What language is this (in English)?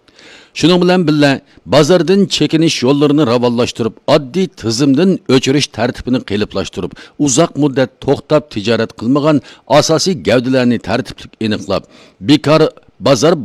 Uyghur